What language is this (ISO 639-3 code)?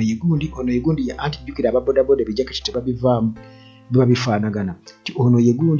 lug